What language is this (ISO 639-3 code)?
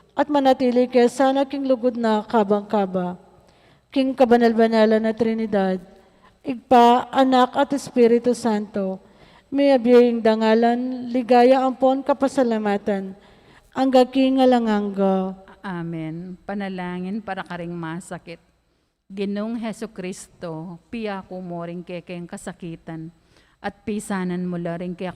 pam